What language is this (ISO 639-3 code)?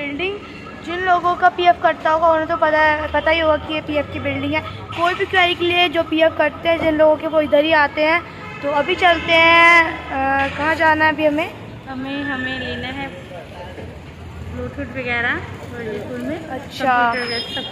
hin